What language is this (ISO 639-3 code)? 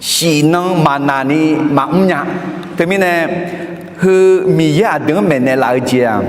ahk